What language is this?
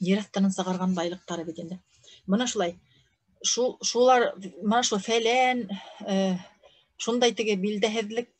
Bashkir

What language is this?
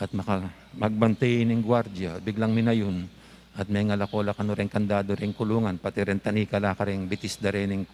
Pampanga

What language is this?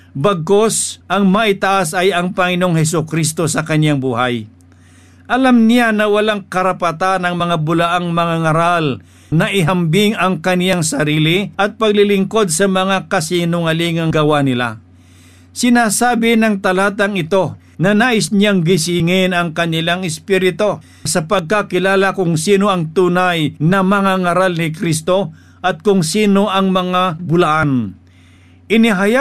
Filipino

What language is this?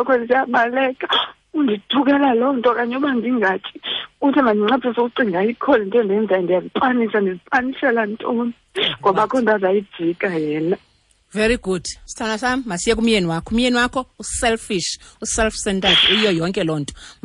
Xhosa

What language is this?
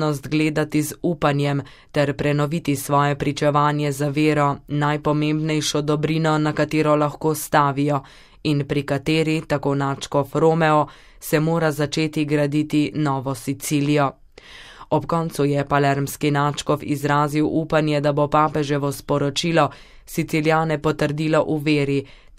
Slovenian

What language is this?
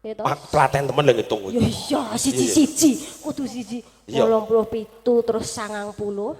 Javanese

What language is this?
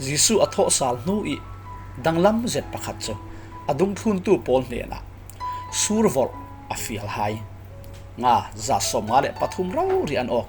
Falam Chin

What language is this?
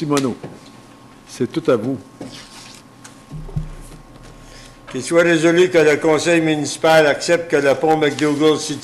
French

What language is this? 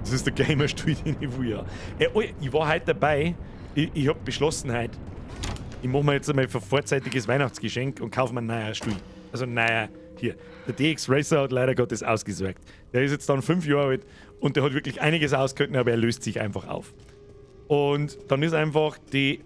Bavarian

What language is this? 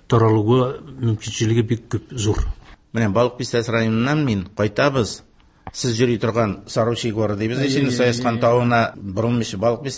Tatar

